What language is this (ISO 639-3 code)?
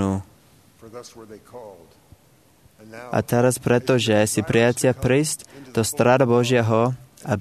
slk